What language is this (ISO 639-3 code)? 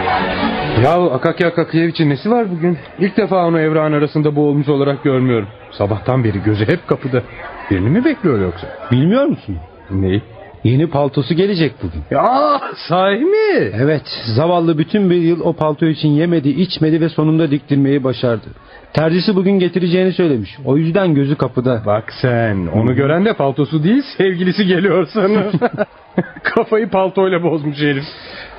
tur